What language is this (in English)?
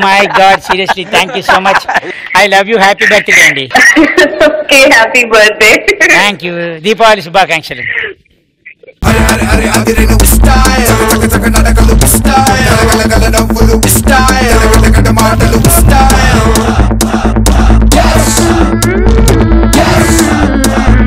Telugu